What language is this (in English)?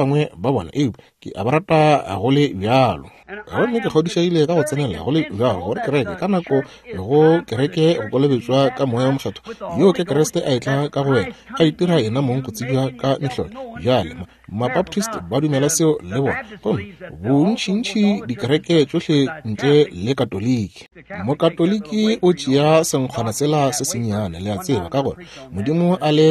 Northern Sotho